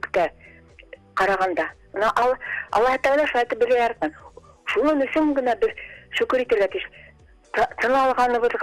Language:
Bashkir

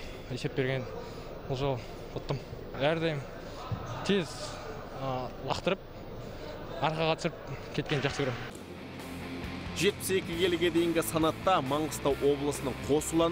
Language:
Kazakh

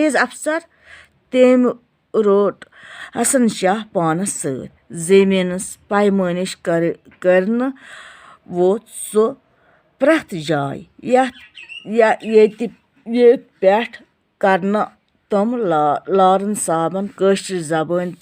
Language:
Kashmiri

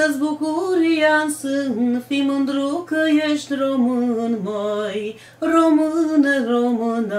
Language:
Romanian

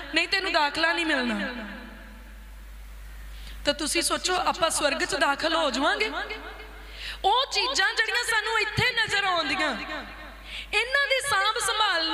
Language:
Punjabi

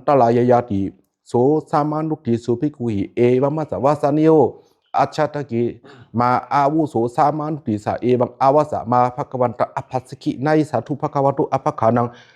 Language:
Pali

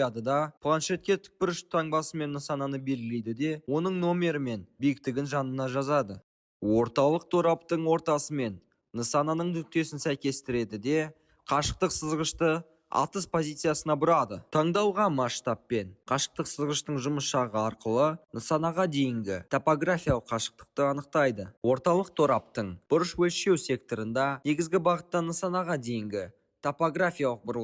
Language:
Kazakh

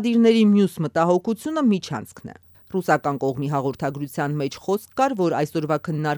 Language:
Armenian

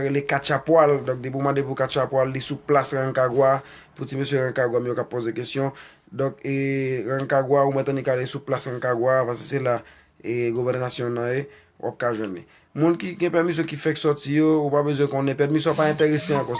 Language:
Haitian Creole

